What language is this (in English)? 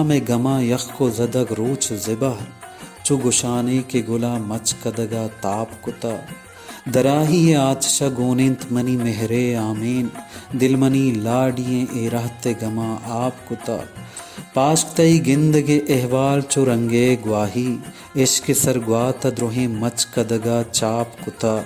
Baluchi